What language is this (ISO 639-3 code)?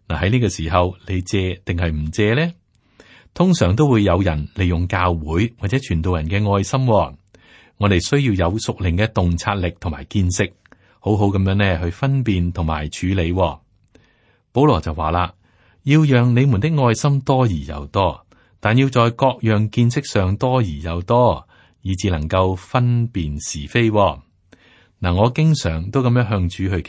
yue